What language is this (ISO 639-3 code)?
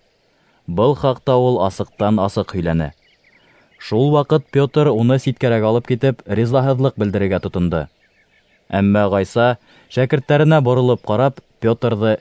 bak